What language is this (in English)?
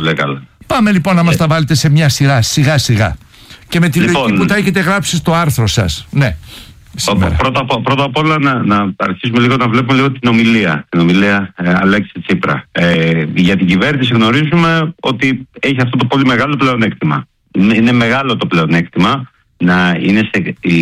Greek